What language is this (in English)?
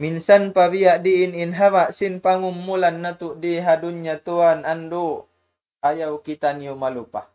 Tausug